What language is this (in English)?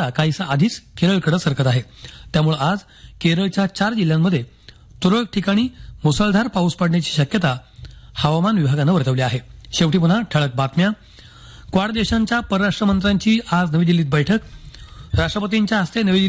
Marathi